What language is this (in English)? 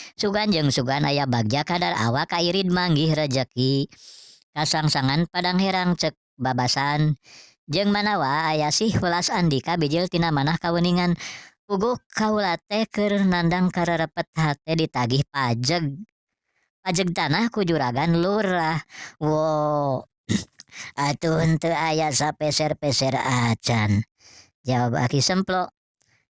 Sundanese